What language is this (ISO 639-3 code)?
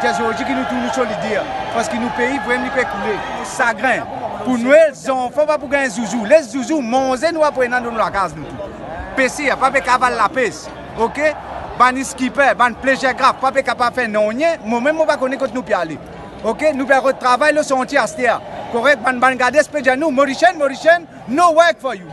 mfe